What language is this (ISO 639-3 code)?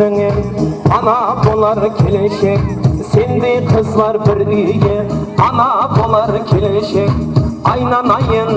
kaa